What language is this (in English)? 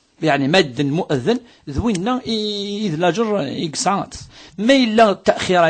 Kabyle